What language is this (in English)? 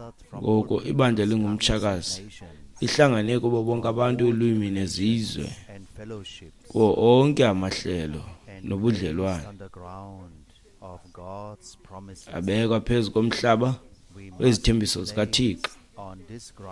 Xhosa